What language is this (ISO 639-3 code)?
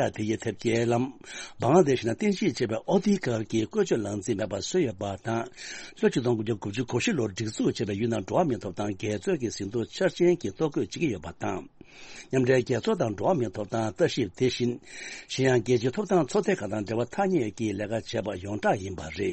bod